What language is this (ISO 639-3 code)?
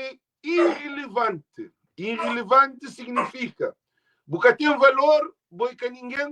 kea